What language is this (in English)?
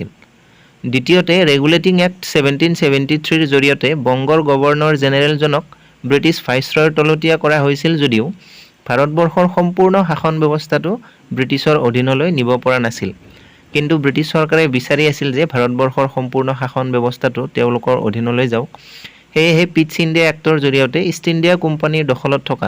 Assamese